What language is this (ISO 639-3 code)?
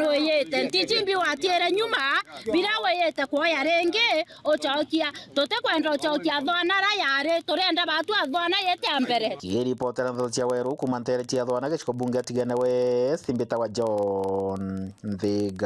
mer